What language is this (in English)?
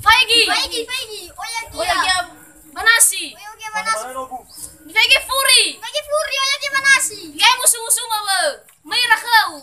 Nias